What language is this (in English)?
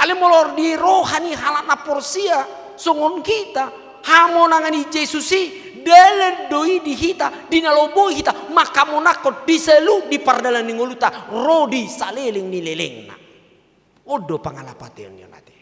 Batak Toba